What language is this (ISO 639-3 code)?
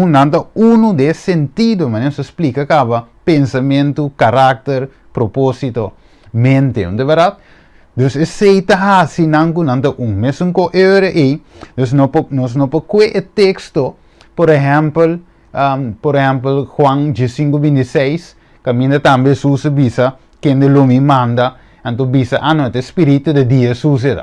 pap